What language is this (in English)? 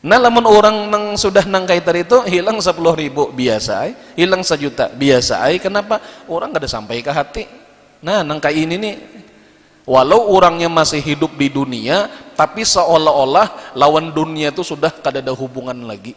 Banjar